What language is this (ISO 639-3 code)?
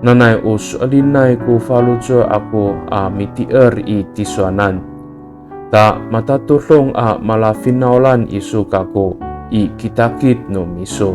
ami